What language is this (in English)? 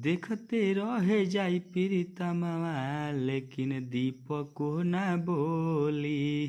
Bhojpuri